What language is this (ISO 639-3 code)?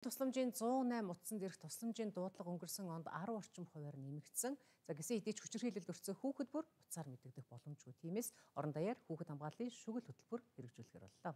mon